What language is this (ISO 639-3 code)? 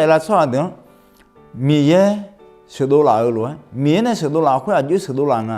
ahk